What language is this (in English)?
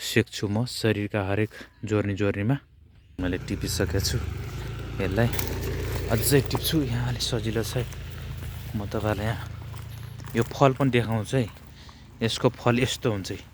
Nepali